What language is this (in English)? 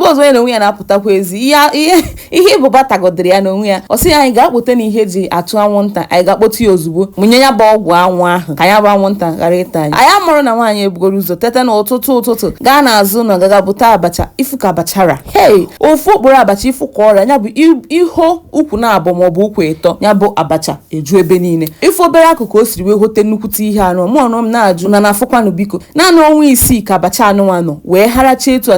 Igbo